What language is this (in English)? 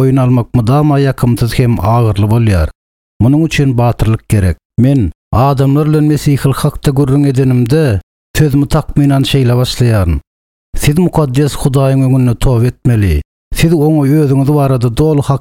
Turkmen